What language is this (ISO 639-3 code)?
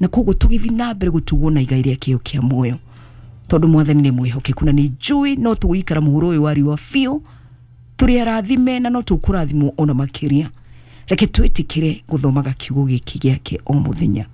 kik